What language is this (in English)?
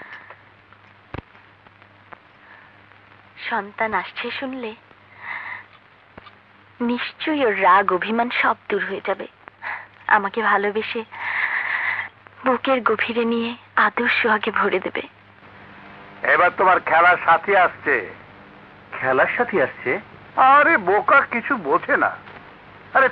Bangla